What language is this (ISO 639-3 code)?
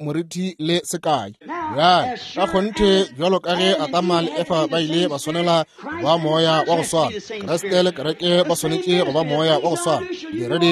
nso